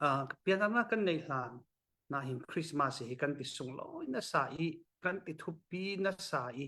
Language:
Falam Chin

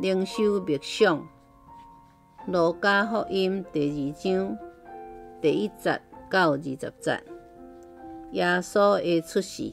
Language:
Min Nan Chinese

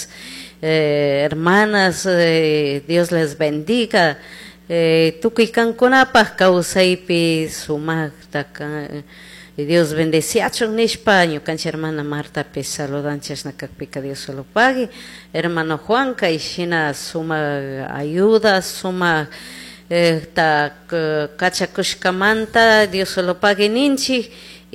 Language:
Chimborazo Highland Quichua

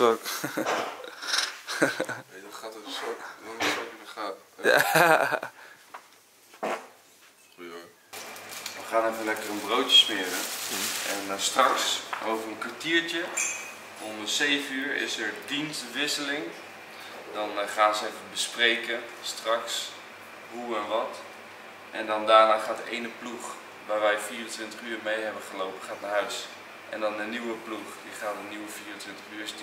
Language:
Dutch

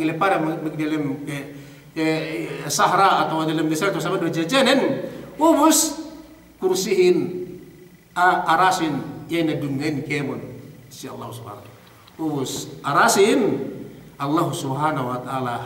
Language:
Yakan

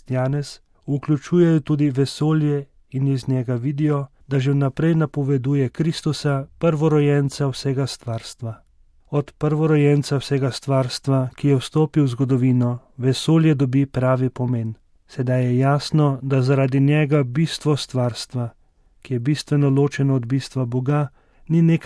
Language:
Slovenian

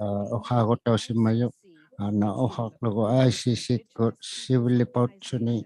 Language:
Inuktitut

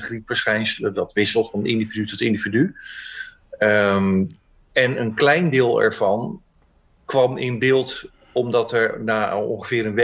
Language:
Dutch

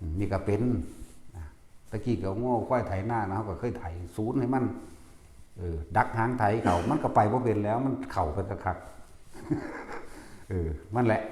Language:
Lao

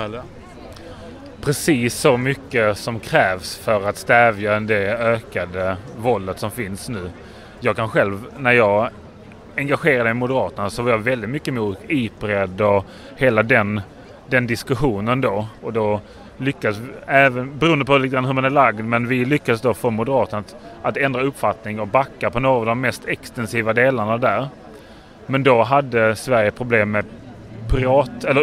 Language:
Swedish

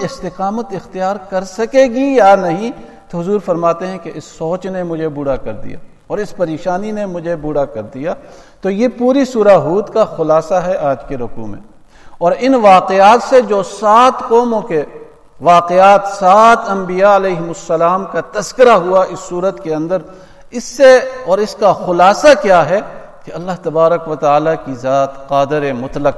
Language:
Urdu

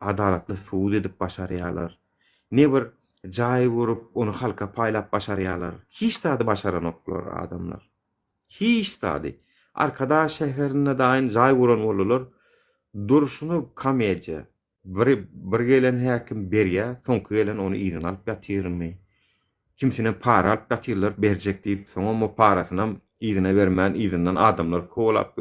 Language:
Turkmen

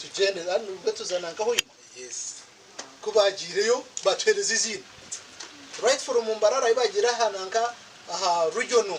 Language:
Nyankole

